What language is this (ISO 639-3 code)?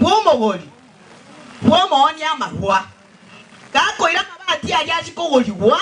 guz